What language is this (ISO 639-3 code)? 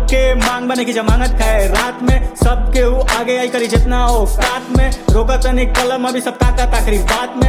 bho